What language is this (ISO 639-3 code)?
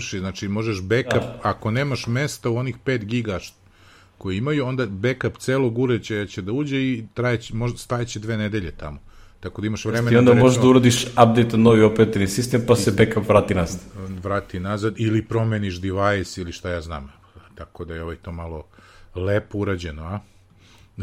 srp